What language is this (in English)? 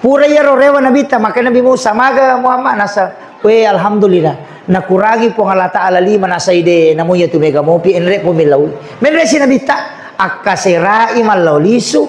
Buginese